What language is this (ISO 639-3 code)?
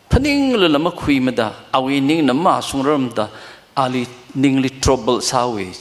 nmf